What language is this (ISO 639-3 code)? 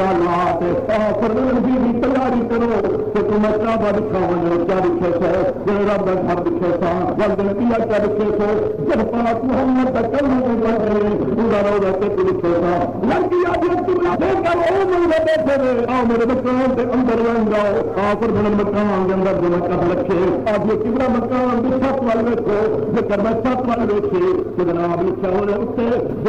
skr